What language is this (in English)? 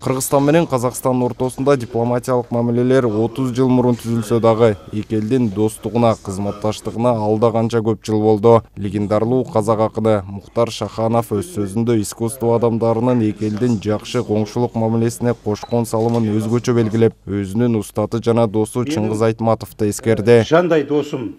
Kyrgyz